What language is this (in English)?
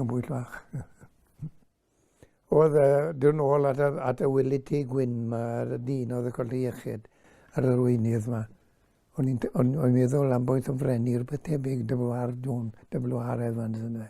Welsh